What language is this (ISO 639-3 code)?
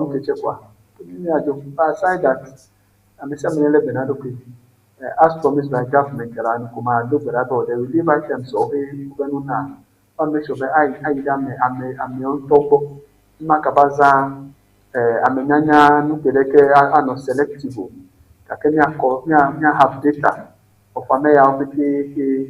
ewe